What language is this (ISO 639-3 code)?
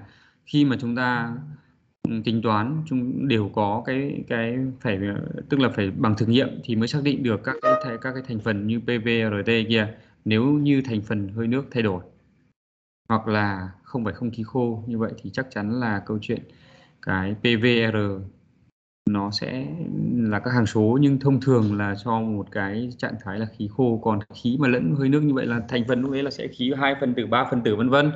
vie